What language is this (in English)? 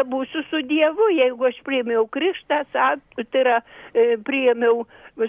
Lithuanian